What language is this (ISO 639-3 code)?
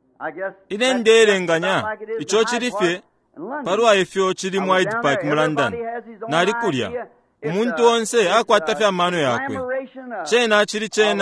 bem